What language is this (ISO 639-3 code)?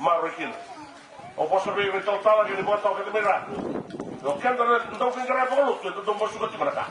fij